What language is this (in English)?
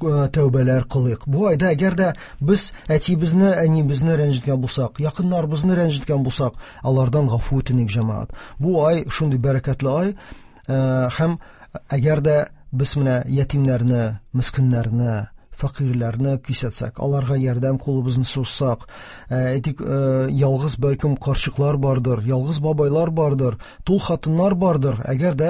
Tatar